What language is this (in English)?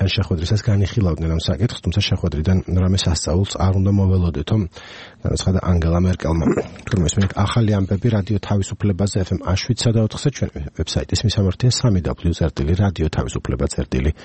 Georgian